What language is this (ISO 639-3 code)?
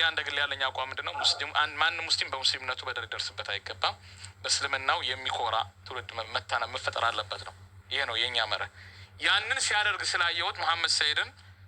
amh